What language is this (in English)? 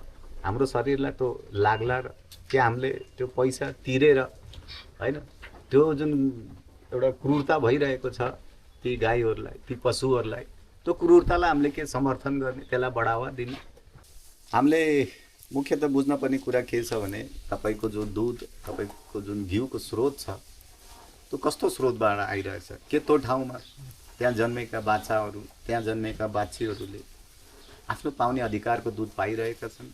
Nepali